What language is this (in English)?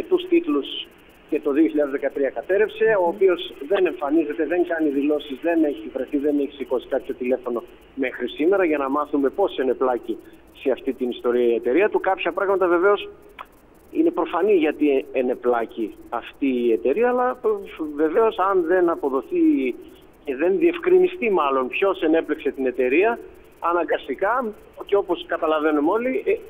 Greek